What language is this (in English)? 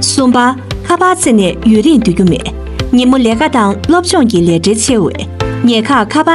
Tibetan